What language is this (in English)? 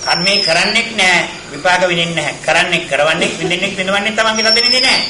Sinhala